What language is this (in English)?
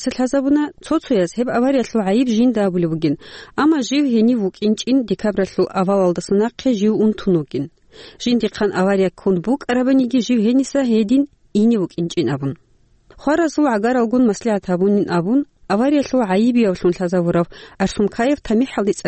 Avaric